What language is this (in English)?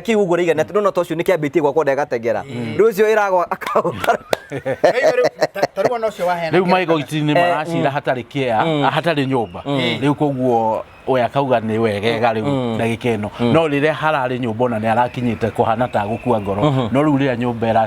Kikuyu